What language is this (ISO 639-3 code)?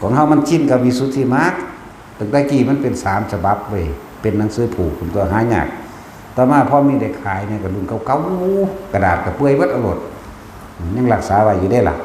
tts